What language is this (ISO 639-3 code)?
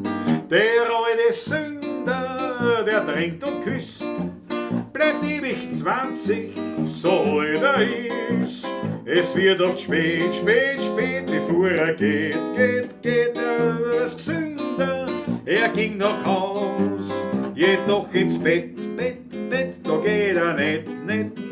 bar